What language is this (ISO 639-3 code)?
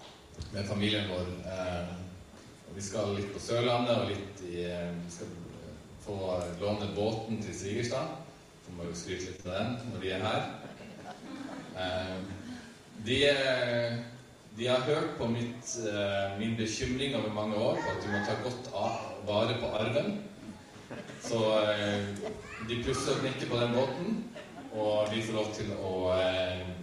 nor